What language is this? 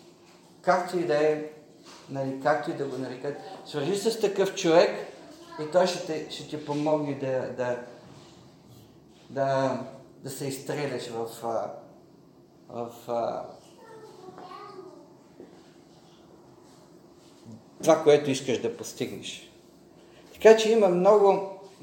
Bulgarian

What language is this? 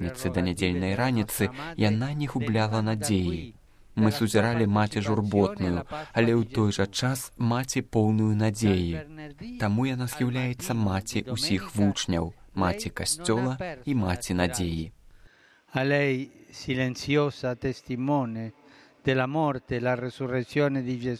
Belarusian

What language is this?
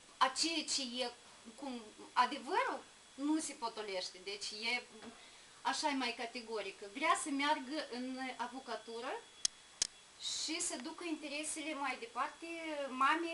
Romanian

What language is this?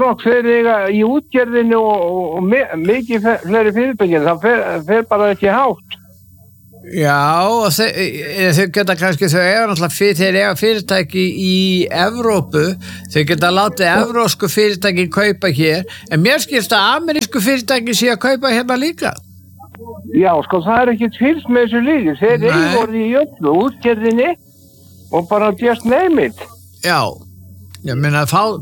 Icelandic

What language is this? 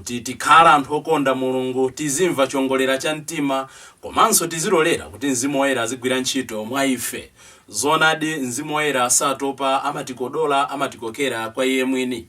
Nyanja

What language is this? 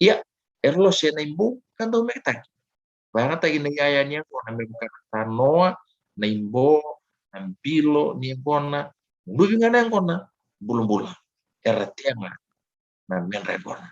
Fijian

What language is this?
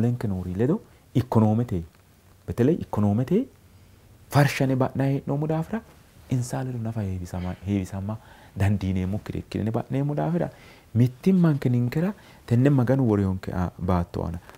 Sidamo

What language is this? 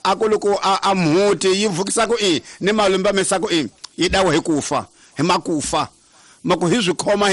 Tsonga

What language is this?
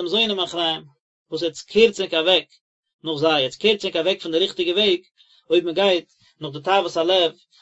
Yiddish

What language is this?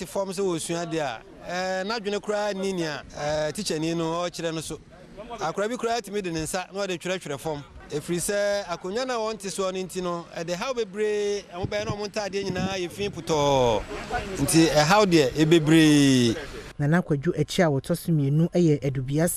Akan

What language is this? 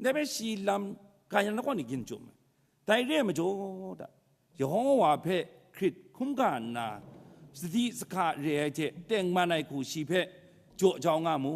Kachin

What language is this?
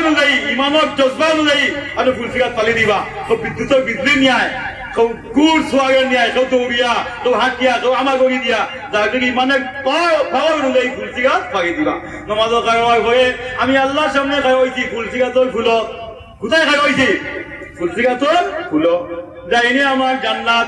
Sylheti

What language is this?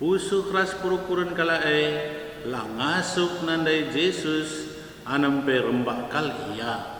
Batak Karo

